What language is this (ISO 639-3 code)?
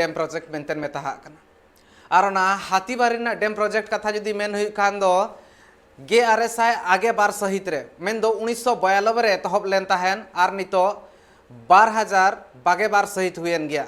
sat